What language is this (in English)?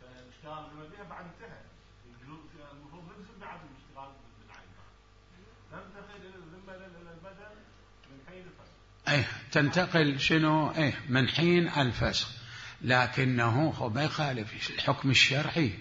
Mesopotamian Arabic